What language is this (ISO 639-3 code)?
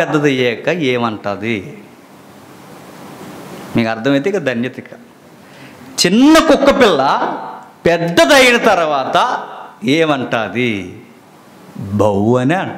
tel